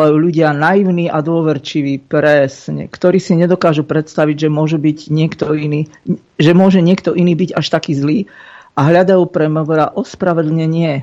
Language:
Slovak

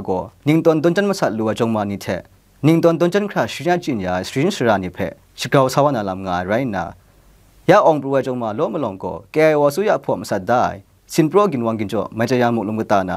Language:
Kachin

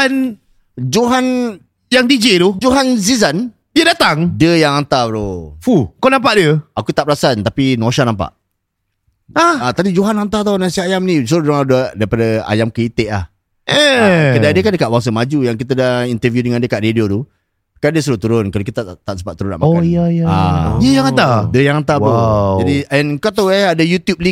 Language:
Malay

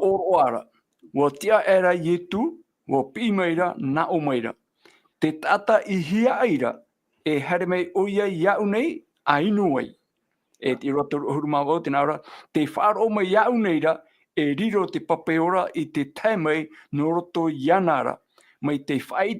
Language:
Tahitian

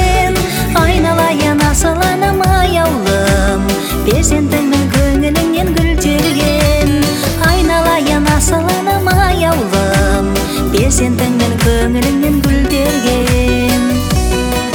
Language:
Kazakh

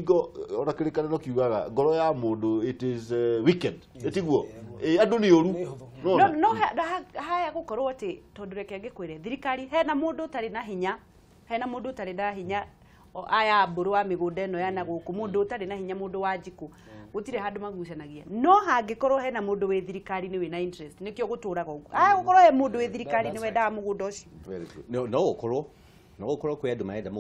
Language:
Kikuyu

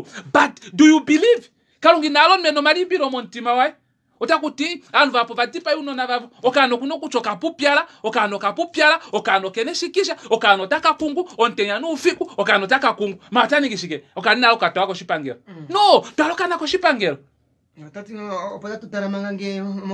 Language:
Kuanyama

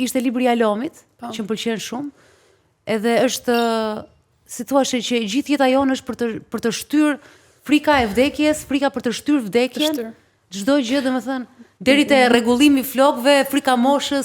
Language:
Albanian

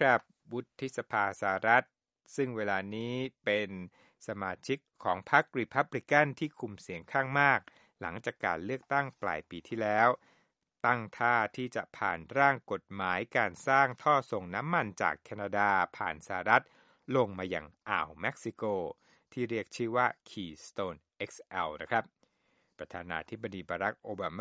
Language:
Thai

